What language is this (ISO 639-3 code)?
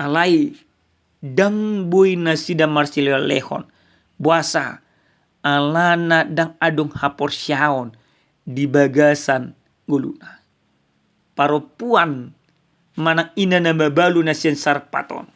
bbc